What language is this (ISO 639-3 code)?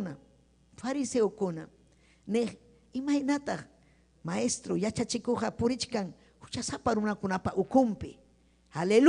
quy